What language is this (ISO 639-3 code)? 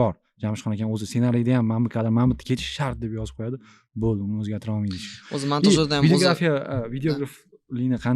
uzb